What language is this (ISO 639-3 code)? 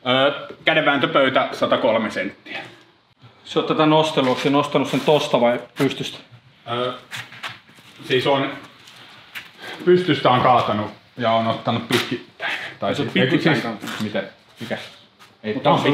fin